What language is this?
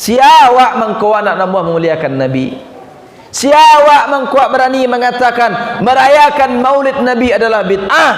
Minangkabau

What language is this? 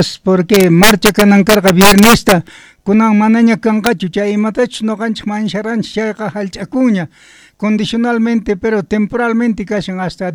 South Bolivian Quechua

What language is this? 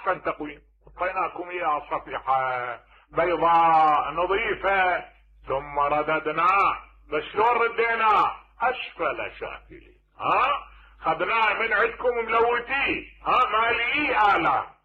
Mesopotamian Arabic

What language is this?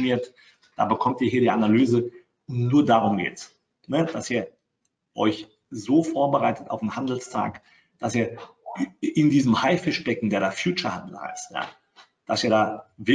German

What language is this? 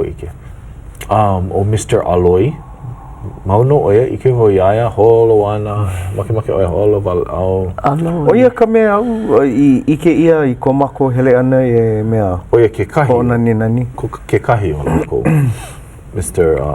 Hawaiian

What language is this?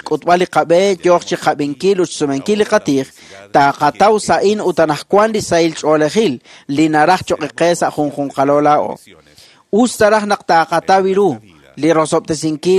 Kekchí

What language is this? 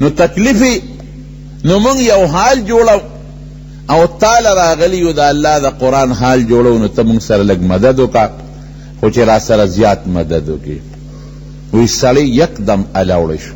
Pashto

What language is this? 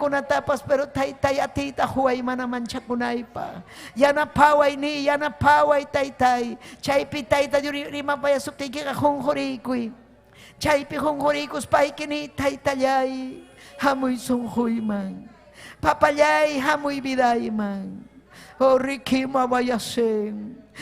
Ayacucho Quechua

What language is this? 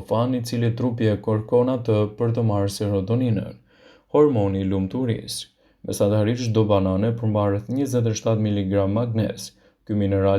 Albanian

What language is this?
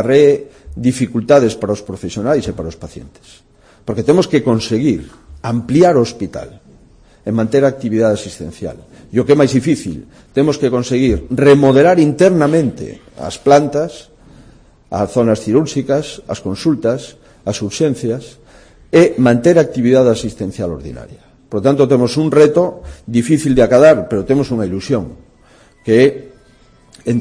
Galician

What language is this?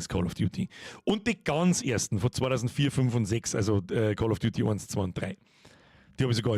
Bavarian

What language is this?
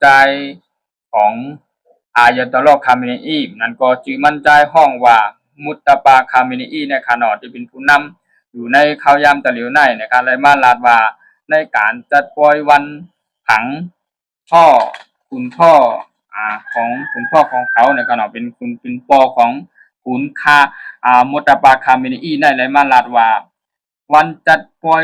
Shan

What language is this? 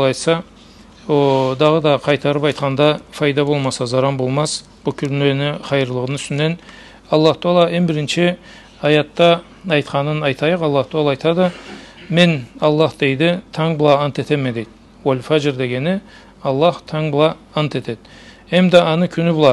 Karachay-Balkar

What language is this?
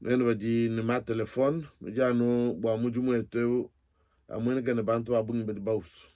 Luba-Lulua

